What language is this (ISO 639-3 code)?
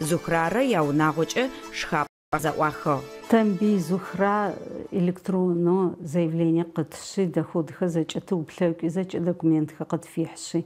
ady